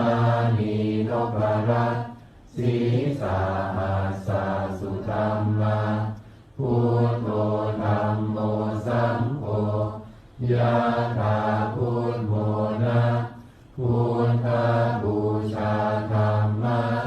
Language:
Pali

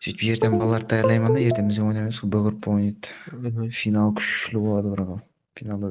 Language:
Kara-Kalpak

